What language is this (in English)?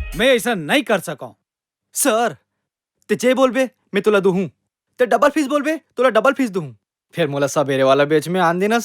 Chhattisgarhi